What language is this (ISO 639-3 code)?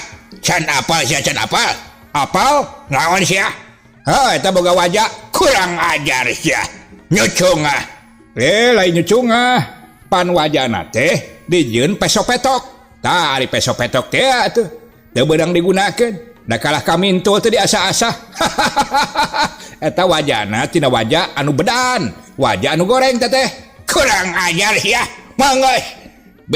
sun